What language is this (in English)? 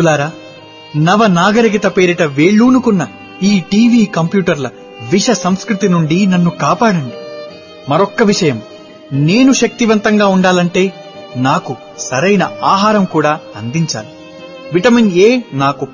Telugu